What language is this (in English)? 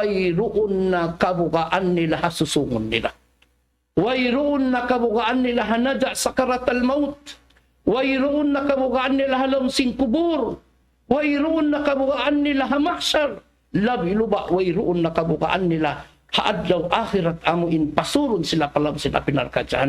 Tausug